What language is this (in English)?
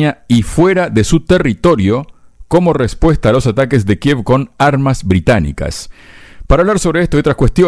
Spanish